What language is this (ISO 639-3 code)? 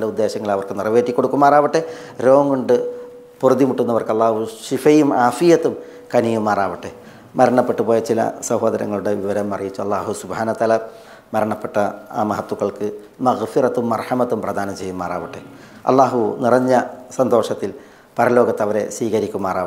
mal